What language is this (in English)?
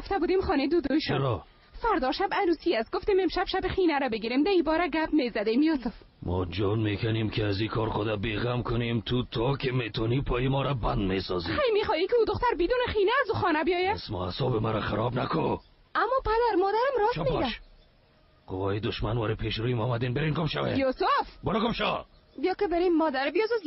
Persian